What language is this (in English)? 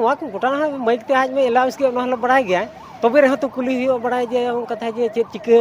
Santali